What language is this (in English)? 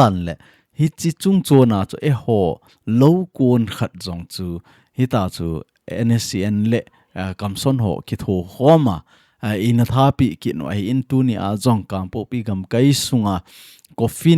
Thado Chin